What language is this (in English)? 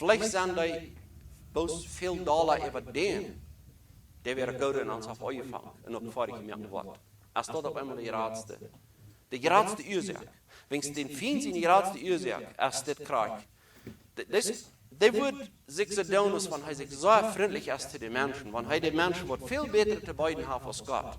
Plautdietsch